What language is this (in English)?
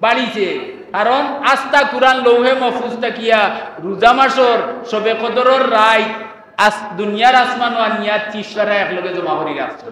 Sylheti